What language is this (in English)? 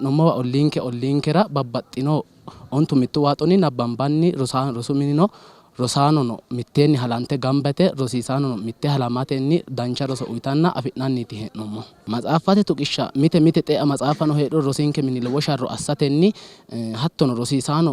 Sidamo